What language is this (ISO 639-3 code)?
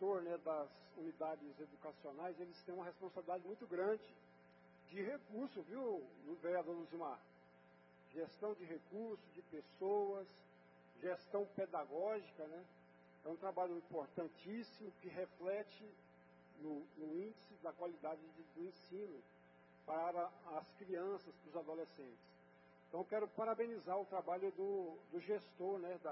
por